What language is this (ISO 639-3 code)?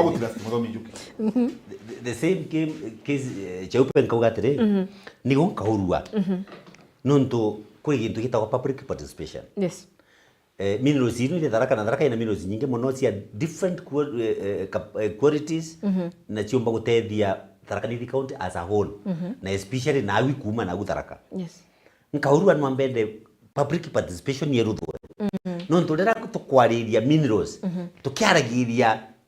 mer